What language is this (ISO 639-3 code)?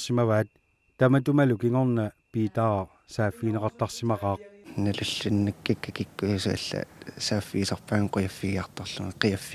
kal